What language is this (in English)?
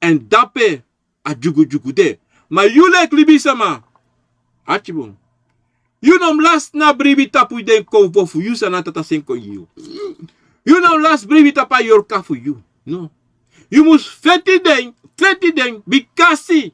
Sranan Tongo